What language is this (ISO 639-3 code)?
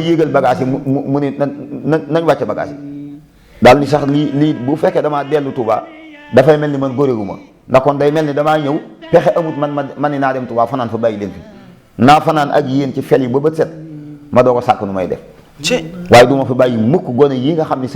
wol